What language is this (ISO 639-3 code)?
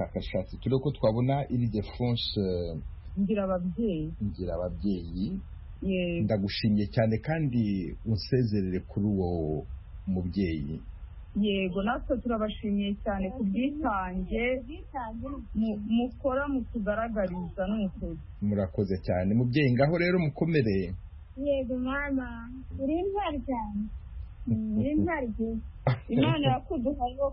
kin